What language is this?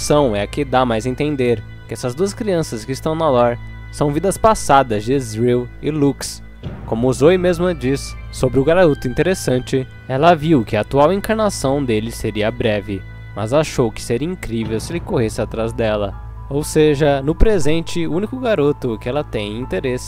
Portuguese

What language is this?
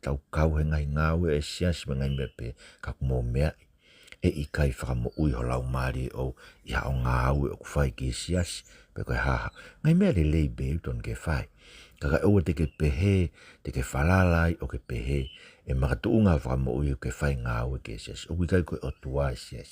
Tongan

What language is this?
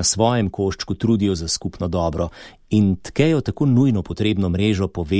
Slovenian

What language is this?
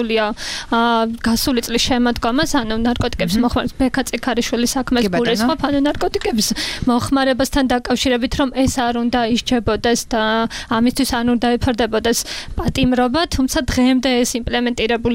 Georgian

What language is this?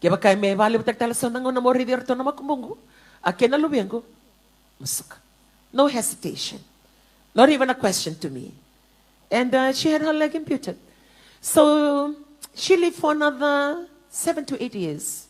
Fijian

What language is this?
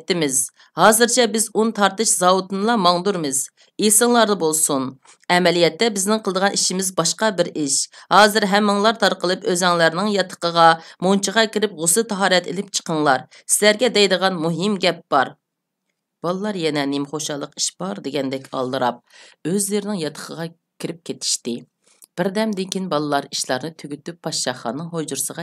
Uyghur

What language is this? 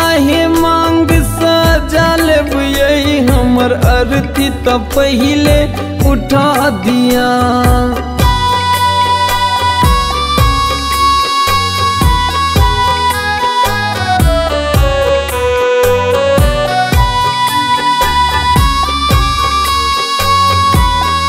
Maithili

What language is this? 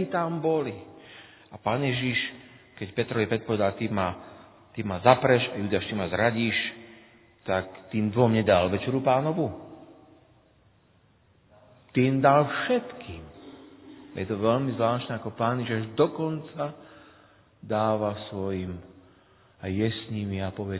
Slovak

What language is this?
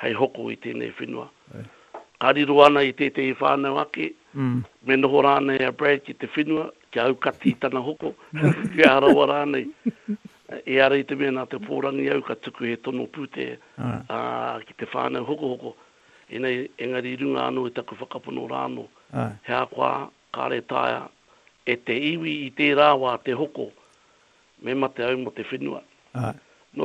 Māori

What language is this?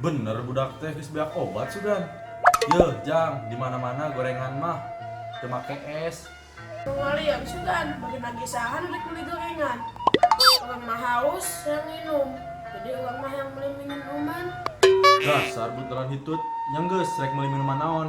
Sundanese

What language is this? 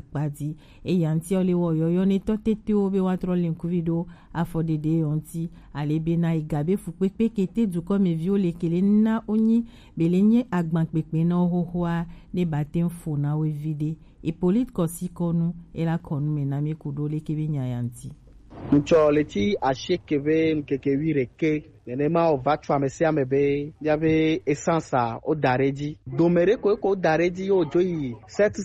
Gen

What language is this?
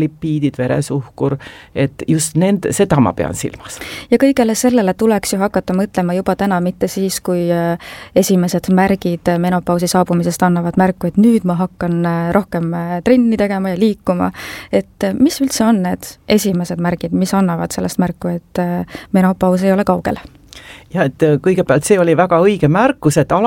Estonian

